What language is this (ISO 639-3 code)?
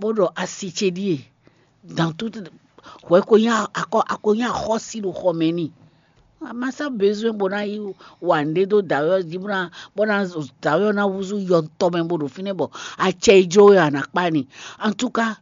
fon